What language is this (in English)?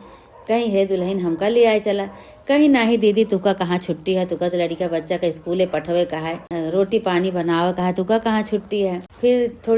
Awadhi